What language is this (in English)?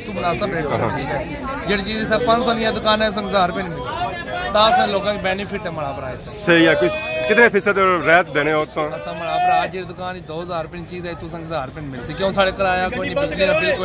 Pahari-Potwari